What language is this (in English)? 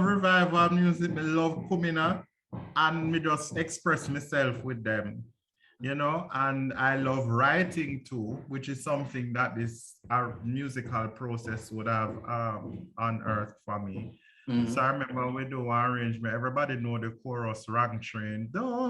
Jamaican Creole English